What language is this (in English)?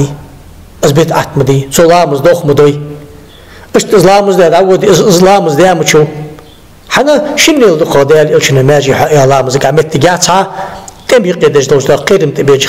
Ingush